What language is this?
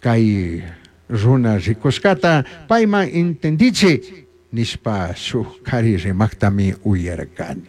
Chimborazo Highland Quichua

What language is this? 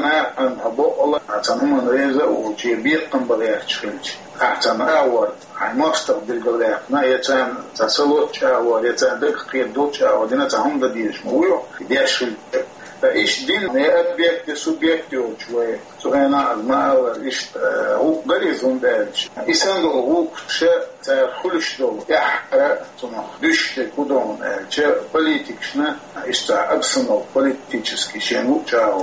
Chechen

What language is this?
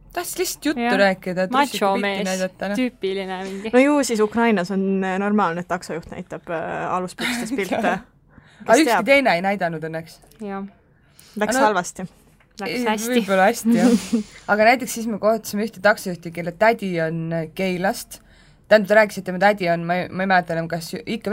Estonian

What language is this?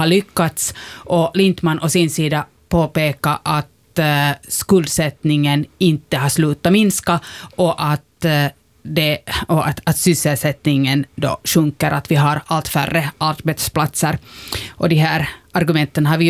Swedish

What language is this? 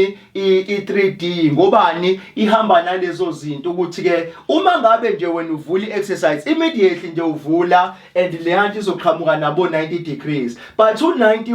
Zulu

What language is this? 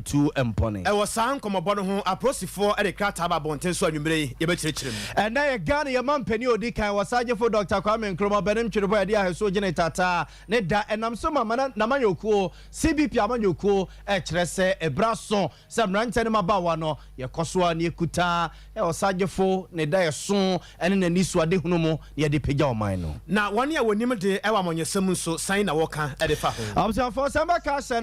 Akan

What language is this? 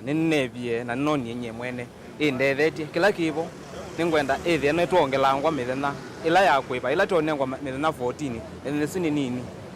Kamba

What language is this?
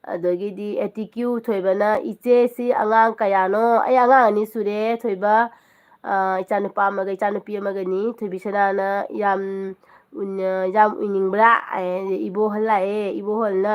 Manipuri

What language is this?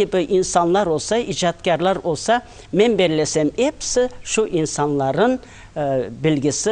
Crimean Tatar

